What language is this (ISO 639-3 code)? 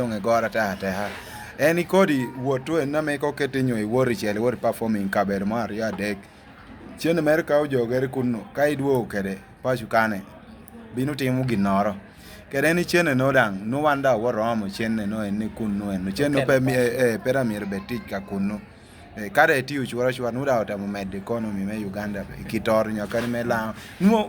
laj